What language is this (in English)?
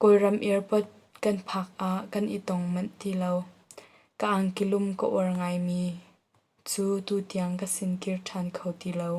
Hakha Chin